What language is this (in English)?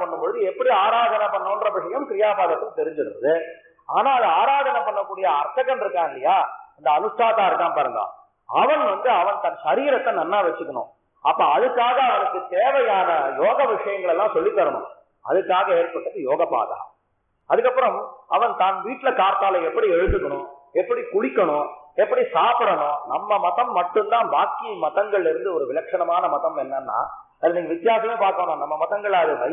Tamil